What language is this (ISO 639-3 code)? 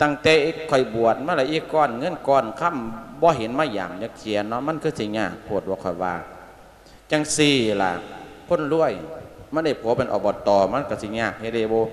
lao